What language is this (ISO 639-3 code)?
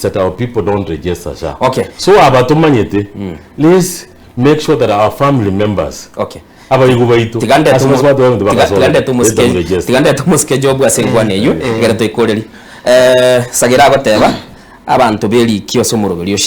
guz